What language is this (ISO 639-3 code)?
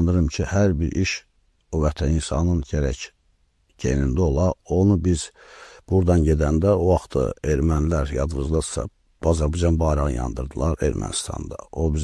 aze